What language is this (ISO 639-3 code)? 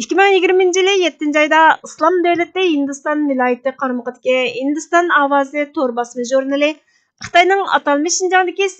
uig